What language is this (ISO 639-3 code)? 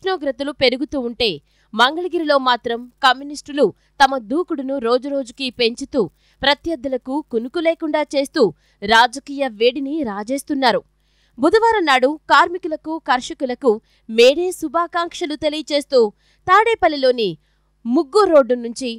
tel